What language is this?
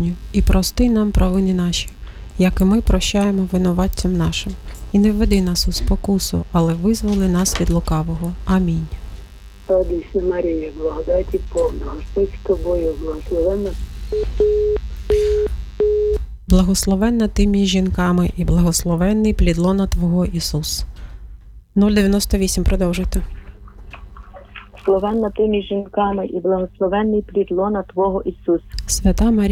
Ukrainian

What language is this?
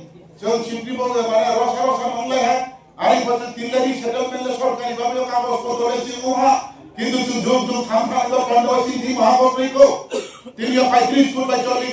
Riang (India)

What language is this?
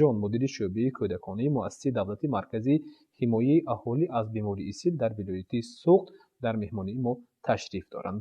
Tajik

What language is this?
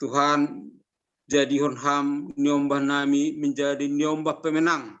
Batak Simalungun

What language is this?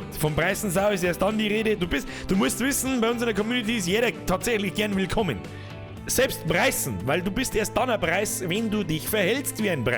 Bavarian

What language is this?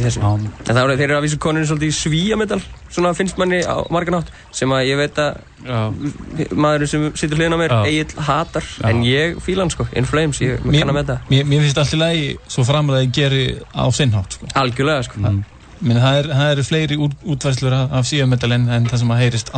Icelandic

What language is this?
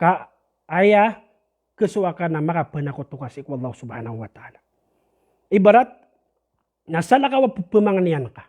Maranao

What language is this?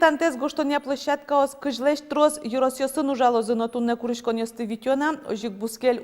Udmurt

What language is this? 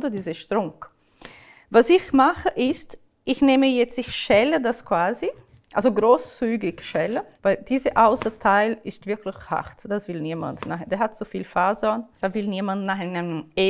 Swiss German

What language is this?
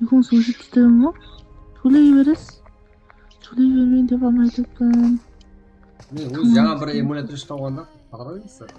Kara-Kalpak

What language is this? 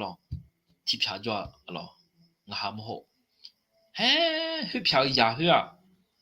Akha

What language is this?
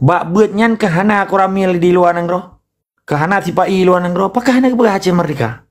Achinese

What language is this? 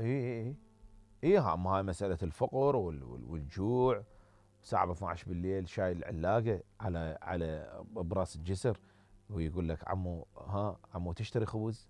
Mesopotamian Arabic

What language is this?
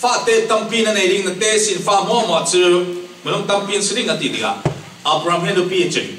Falam Chin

